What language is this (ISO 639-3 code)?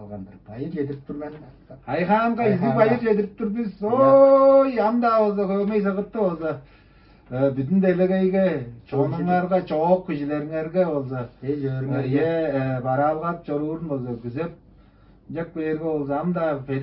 tyv